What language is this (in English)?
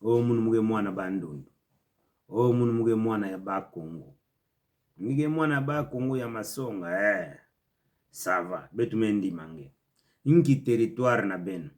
Kituba (Democratic Republic of Congo)